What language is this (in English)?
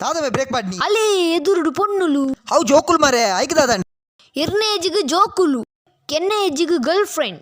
Tulu